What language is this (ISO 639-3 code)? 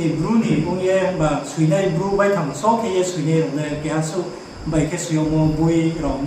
ria